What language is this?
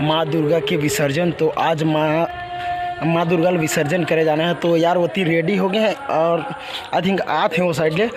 Chhattisgarhi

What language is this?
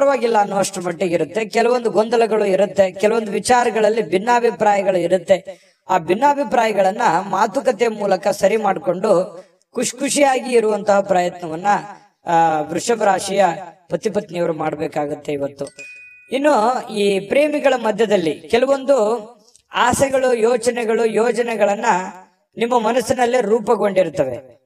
Kannada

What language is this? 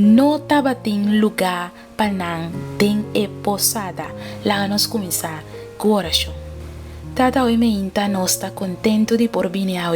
Papiamento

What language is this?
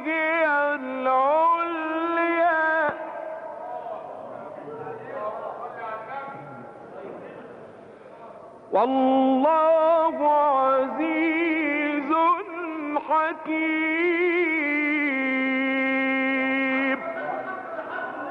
Arabic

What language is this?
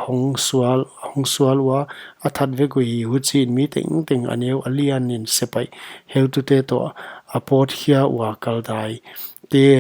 Paite Chin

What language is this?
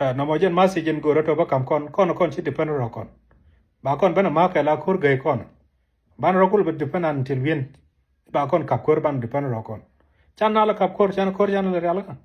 Nuer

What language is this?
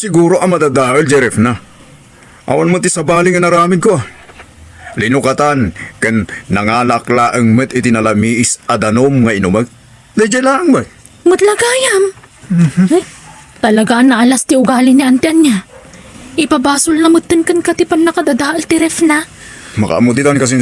Iloko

